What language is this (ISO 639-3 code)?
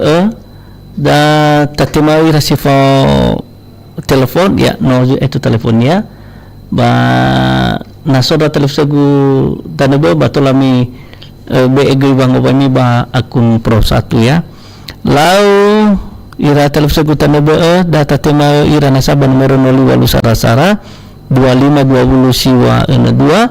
nia